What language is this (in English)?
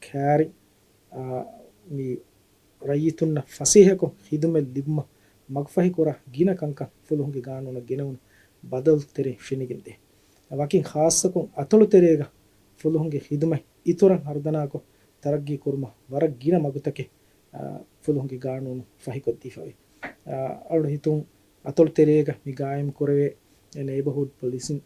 Divehi